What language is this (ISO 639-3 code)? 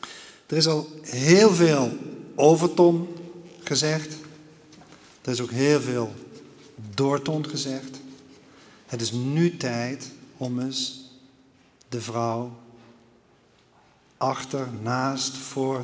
nld